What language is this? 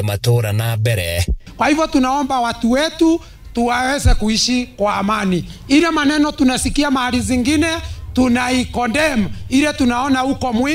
Kikuyu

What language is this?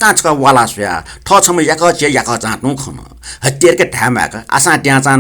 Newari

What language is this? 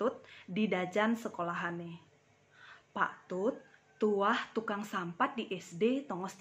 Balinese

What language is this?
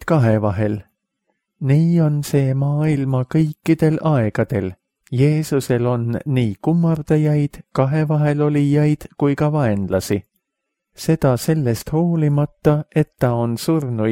Estonian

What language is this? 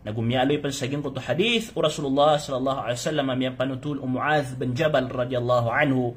Maranao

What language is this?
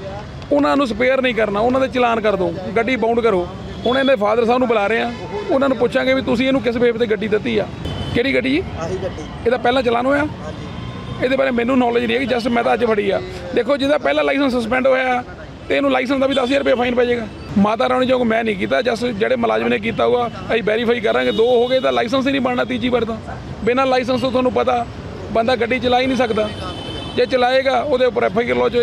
Punjabi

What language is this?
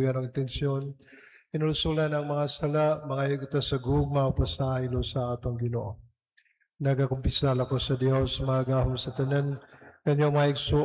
Cebuano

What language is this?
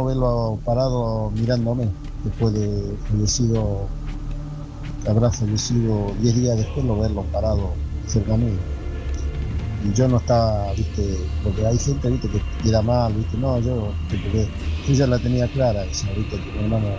Spanish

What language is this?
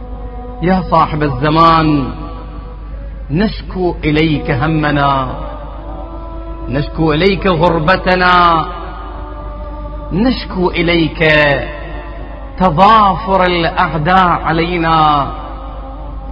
Arabic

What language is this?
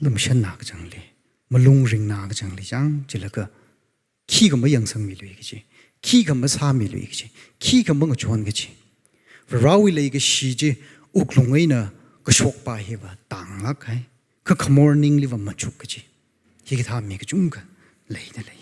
Tangkhul Naga (India)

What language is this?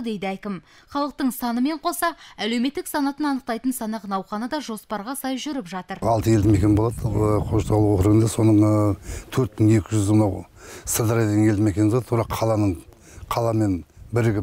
Kazakh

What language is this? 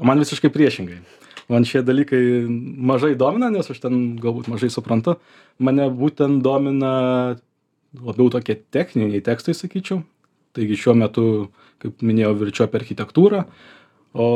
Lithuanian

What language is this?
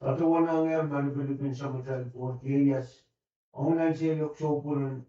Pohnpeian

